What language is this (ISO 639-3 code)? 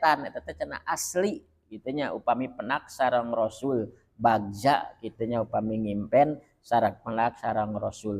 sun